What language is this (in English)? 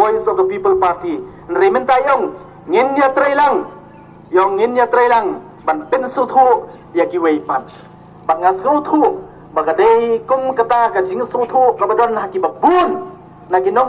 Khasi